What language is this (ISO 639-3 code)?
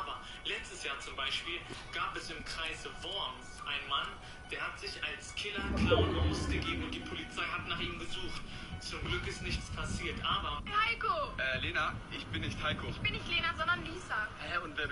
bar